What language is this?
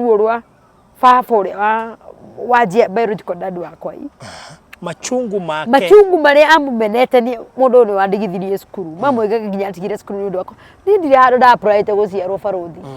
Kikuyu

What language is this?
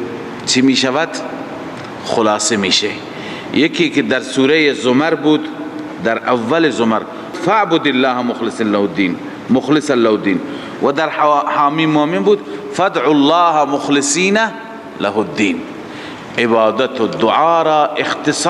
Persian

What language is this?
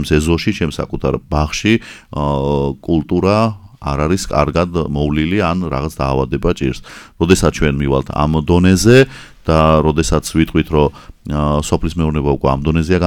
Georgian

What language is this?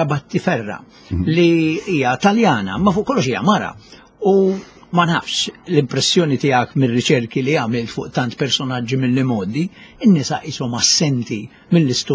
Maltese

